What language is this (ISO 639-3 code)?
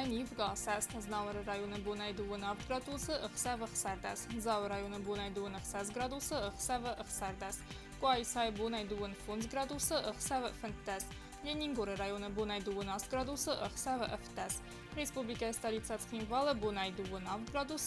oss